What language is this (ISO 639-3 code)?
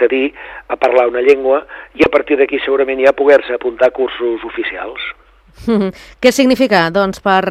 cat